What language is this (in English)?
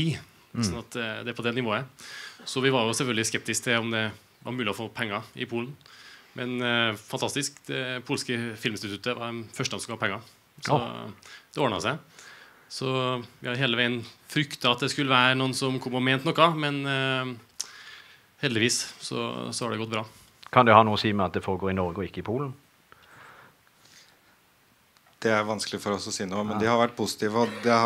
Norwegian